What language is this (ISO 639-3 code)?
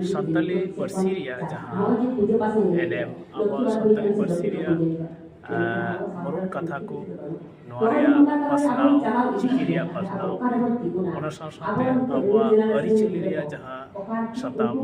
sat